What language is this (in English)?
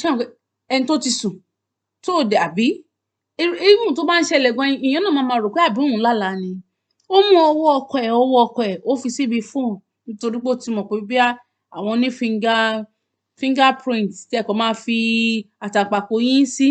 Yoruba